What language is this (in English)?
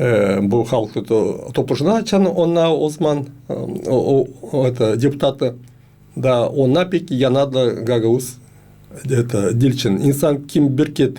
Gagauz